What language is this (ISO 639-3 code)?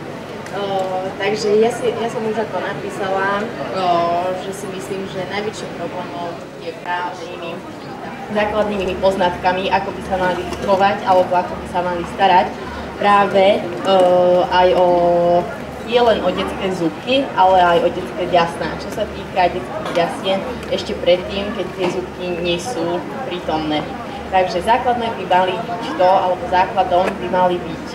slk